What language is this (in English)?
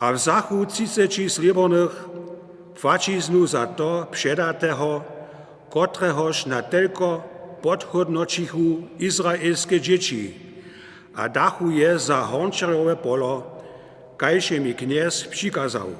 Upper Sorbian